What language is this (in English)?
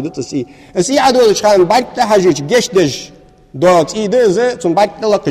Ingush